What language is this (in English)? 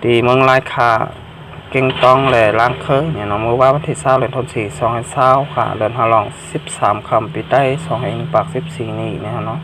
Shan